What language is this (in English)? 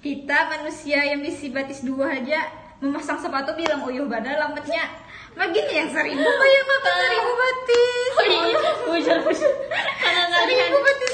Banjar